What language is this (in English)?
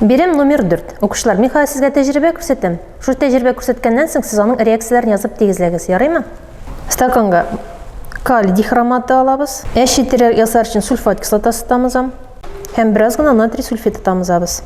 Tatar